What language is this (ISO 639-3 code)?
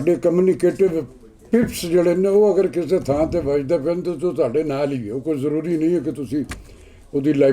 lah